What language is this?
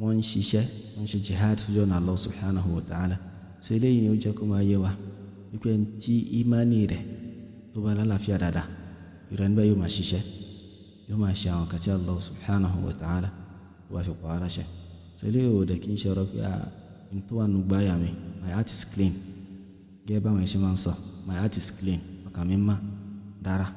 Yoruba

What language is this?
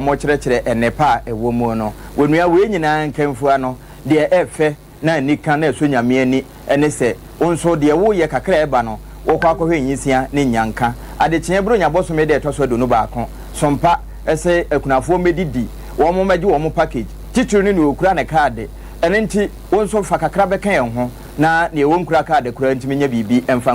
Akan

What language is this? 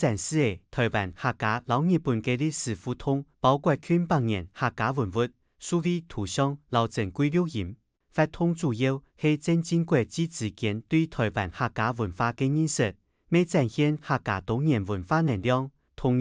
Hakka Chinese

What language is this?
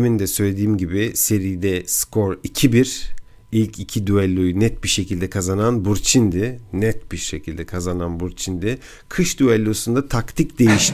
Turkish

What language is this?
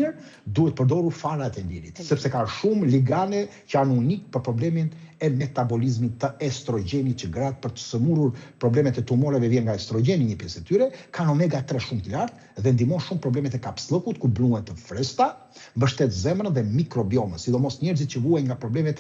Albanian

